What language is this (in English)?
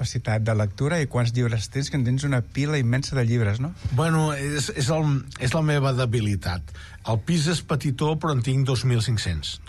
Catalan